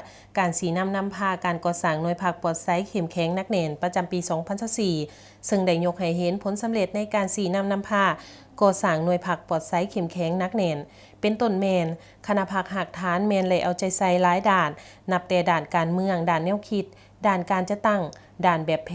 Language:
Lao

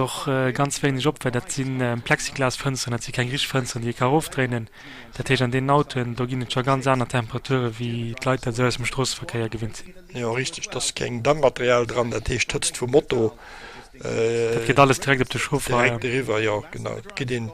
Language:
Luxembourgish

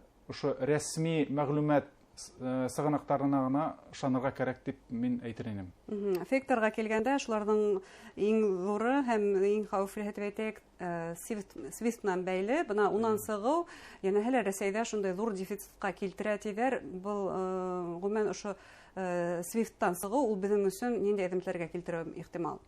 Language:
Bashkir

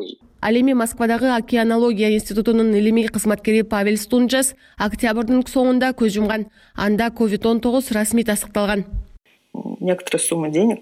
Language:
Kyrgyz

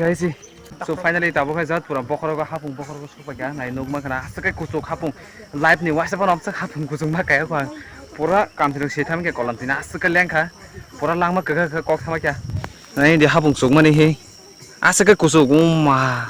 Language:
Kok Borok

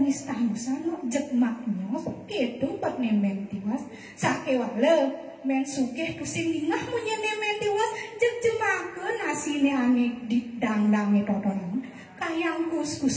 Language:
Balinese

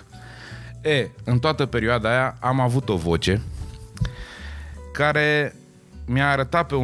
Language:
Romanian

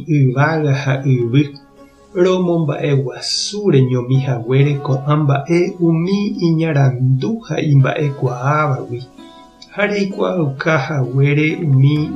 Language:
Guarani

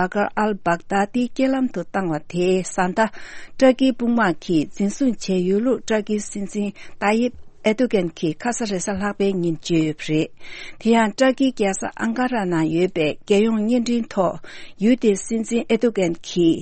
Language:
Tibetan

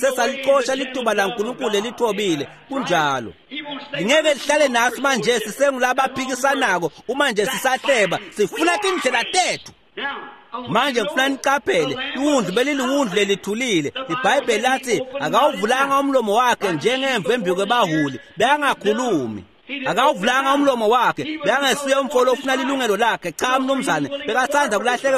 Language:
Swati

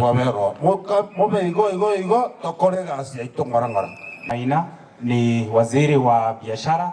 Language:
Gusii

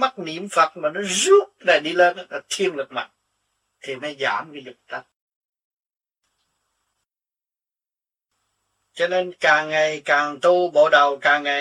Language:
Vietnamese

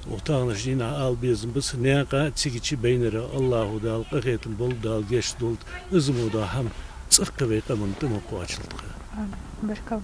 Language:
Ingush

